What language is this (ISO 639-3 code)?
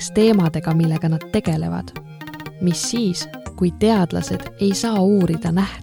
est